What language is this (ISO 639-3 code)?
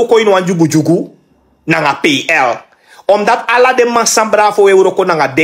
srn